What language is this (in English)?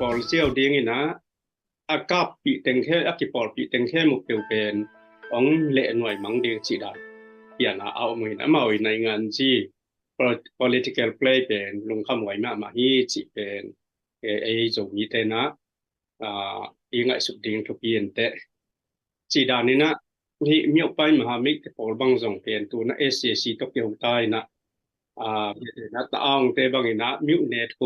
Tedim Chin